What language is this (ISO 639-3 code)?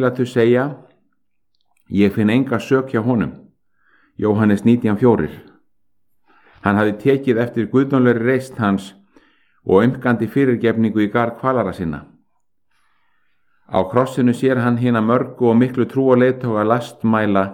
isl